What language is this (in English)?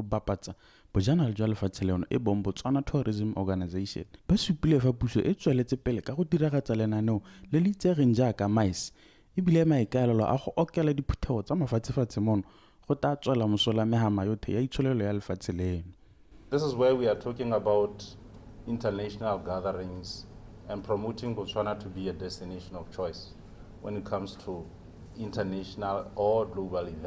Tswana